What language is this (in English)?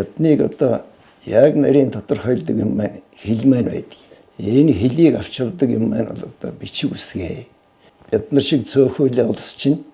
Mongolian